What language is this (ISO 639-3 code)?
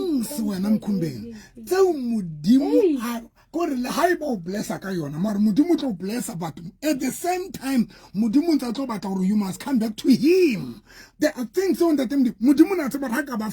sot